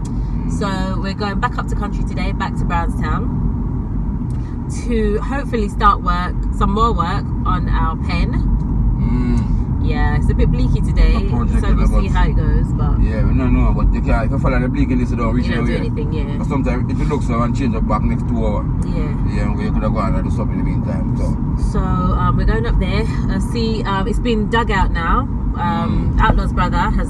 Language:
Jamaican Creole English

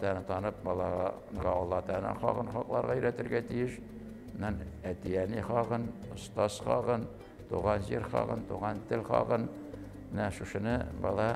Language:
Tatar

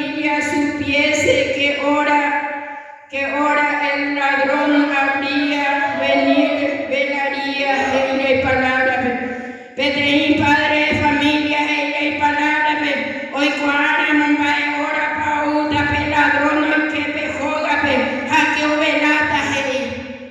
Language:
Guarani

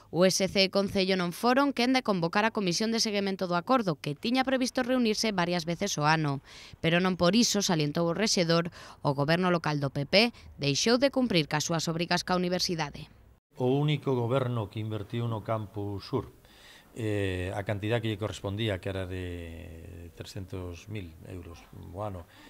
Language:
Galician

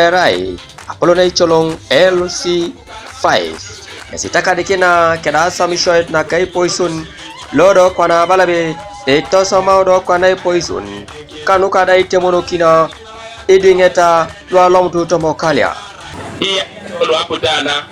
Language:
Teso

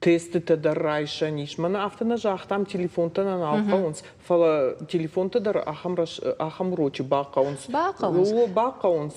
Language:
Ossetic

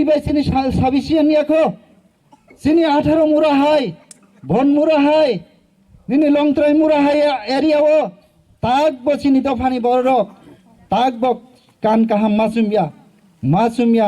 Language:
Kok Borok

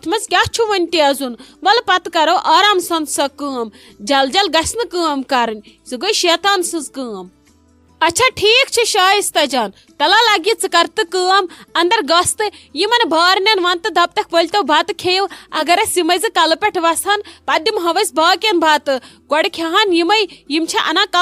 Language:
Kashmiri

